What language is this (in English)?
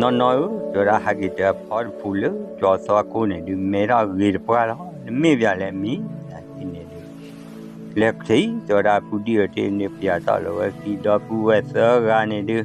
S'gaw Karen